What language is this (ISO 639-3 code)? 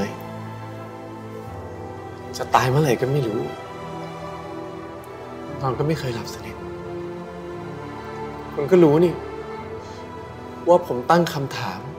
tha